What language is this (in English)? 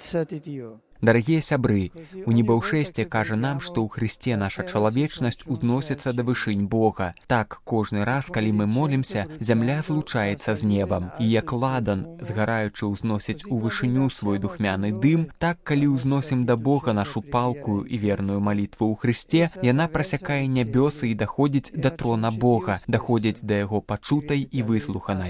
Belarusian